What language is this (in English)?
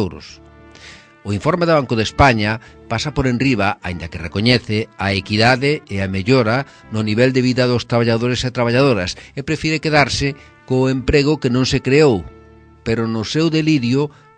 Galician